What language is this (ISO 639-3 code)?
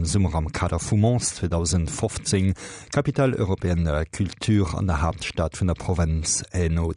ltz